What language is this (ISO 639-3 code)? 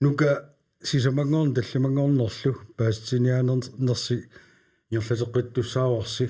kal